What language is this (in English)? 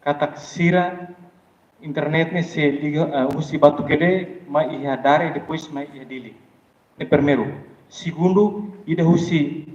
Tetum